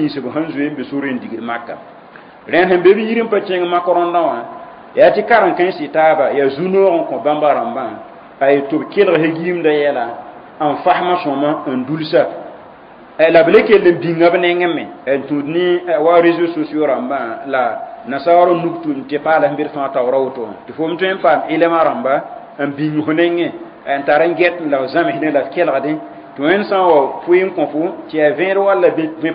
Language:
Mossi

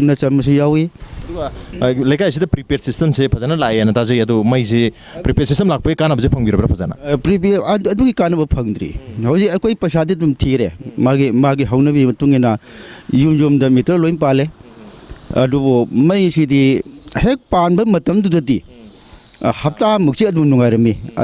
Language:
Manipuri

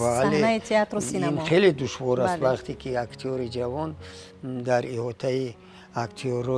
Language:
Tajik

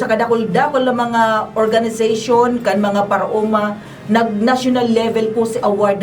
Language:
Bikol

